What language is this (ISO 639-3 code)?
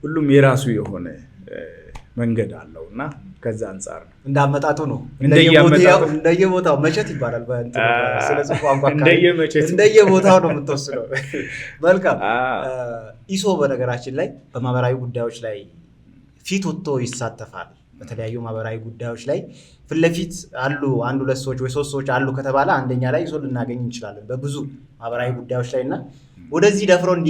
amh